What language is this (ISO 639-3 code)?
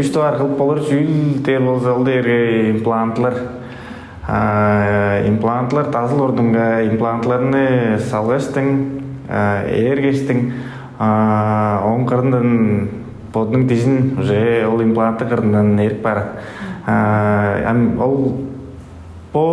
tyv